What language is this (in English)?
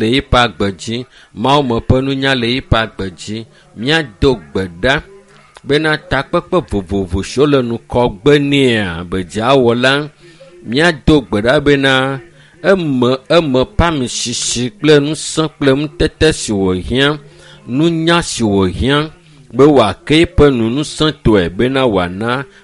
Ewe